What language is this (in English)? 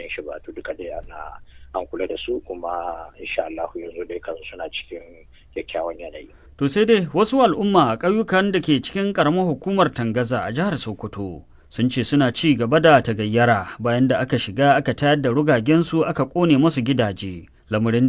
Hausa